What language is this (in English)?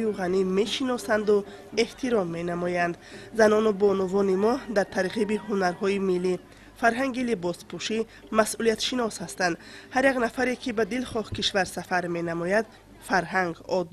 Tajik